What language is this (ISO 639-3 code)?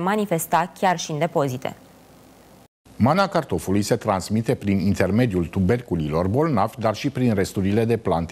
ron